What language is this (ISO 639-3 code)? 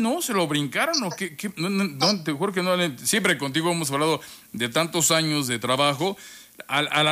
spa